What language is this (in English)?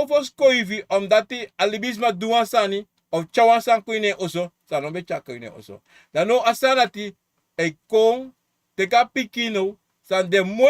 Sranan Tongo